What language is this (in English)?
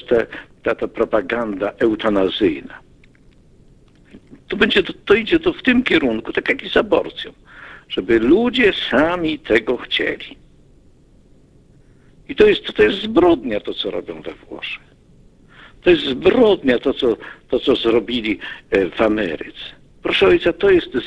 Polish